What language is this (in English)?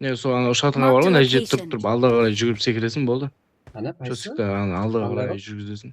Kara-Kalpak